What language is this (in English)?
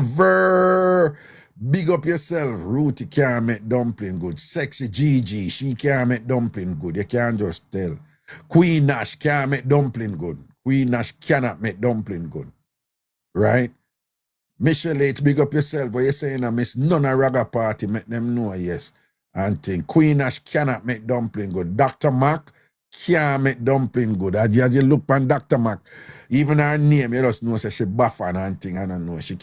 Jamaican Creole English